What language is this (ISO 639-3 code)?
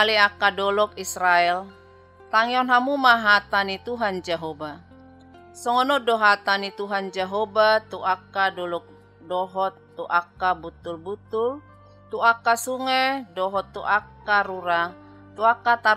bbc